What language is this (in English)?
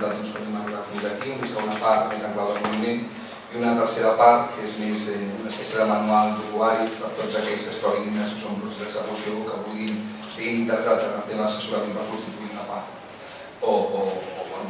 Catalan